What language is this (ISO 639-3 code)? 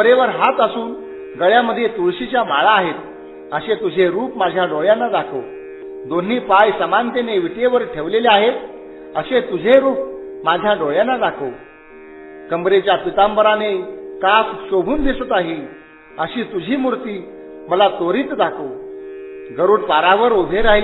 mar